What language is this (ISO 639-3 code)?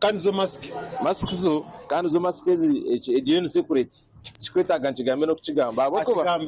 nyn